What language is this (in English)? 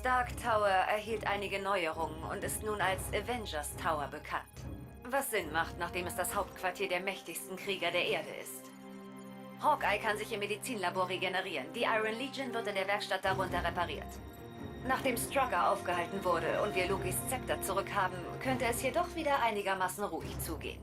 Swiss German